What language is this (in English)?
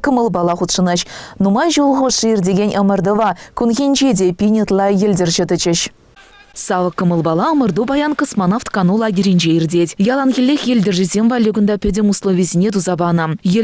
Chuvash